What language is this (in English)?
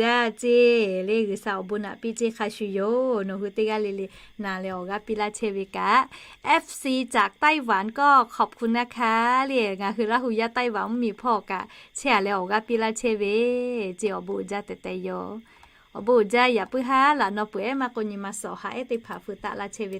Lahu